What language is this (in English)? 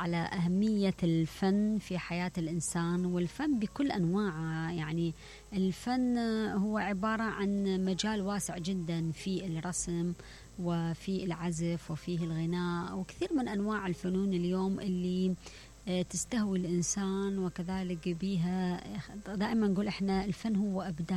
Mesopotamian Arabic